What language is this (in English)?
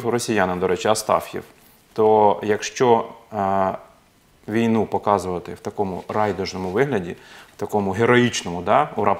Ukrainian